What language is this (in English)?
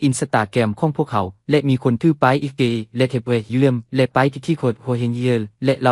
Lao